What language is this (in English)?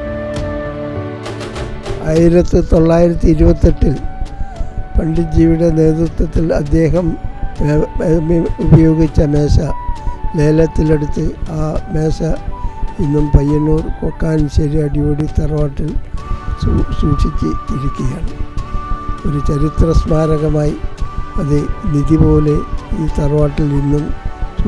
Malayalam